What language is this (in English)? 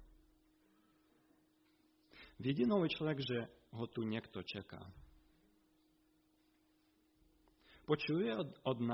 Slovak